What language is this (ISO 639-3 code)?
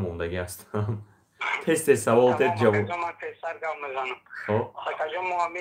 tgk